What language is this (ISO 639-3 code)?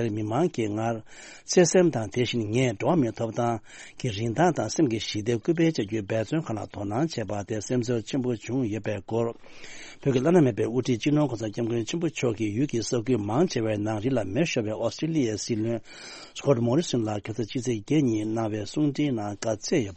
bod